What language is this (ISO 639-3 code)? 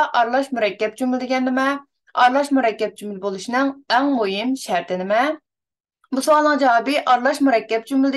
uig